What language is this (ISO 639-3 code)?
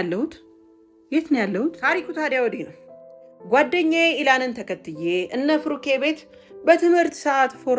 amh